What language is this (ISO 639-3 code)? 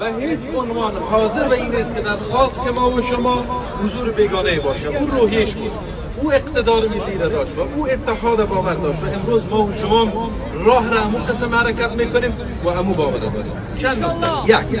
fas